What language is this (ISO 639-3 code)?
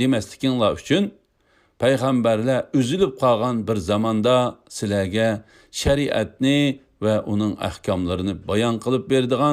uig